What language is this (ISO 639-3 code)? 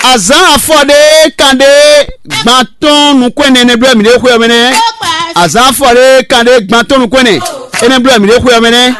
fon